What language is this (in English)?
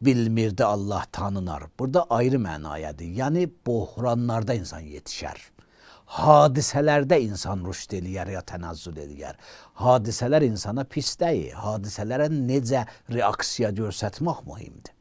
Azerbaijani